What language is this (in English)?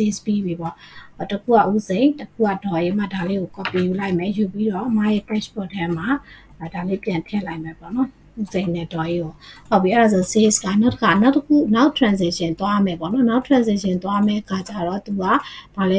Burmese